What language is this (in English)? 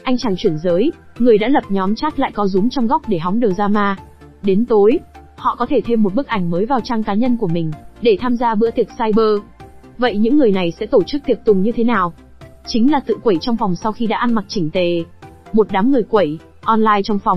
Vietnamese